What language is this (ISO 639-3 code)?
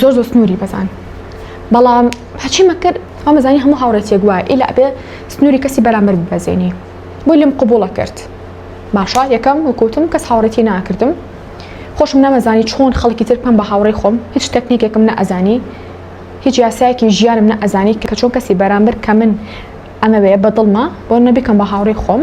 ckb